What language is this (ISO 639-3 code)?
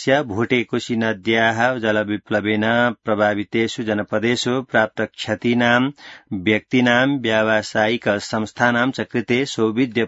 san